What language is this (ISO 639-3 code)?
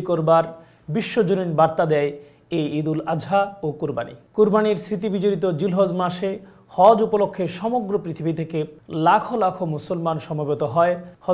ben